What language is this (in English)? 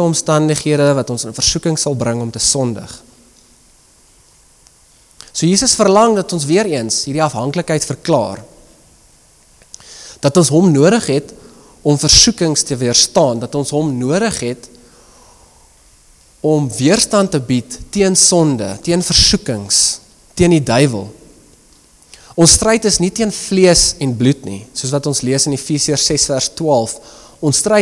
Afrikaans